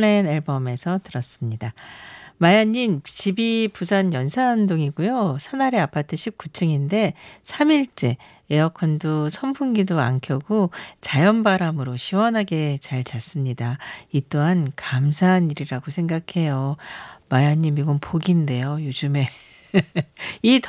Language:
Korean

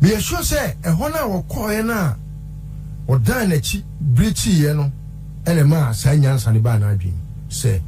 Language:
Akan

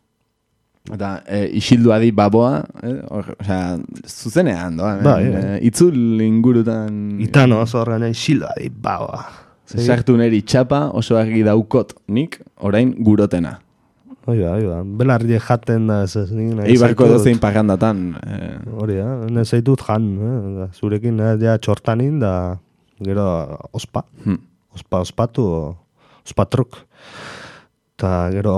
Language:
Basque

